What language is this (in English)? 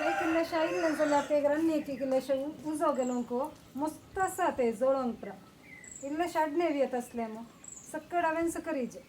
Konkani